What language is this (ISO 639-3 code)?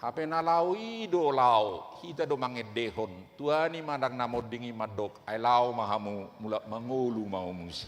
bbc